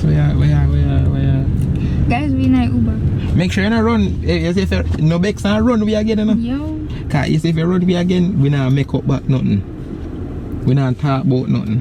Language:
Jamaican Creole English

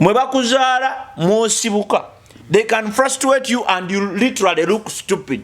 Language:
Ganda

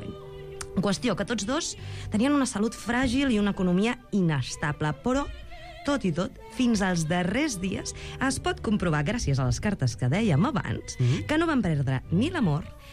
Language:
Catalan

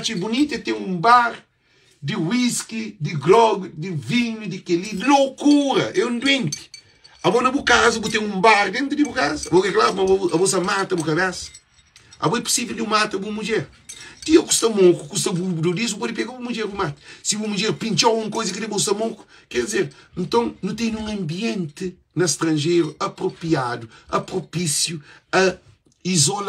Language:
Kabuverdianu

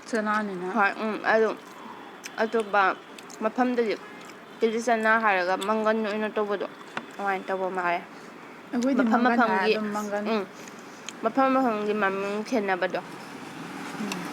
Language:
Manipuri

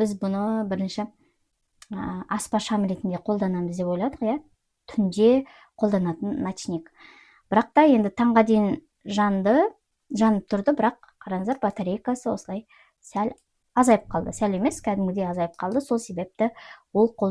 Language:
Kazakh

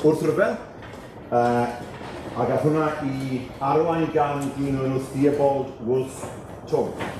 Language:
Welsh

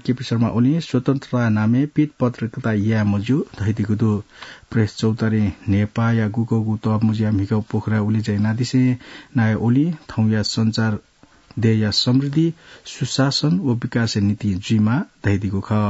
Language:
Newari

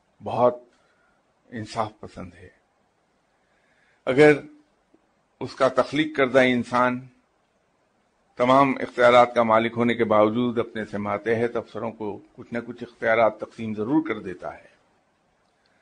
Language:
Urdu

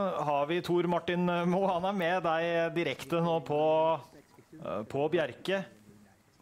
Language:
Norwegian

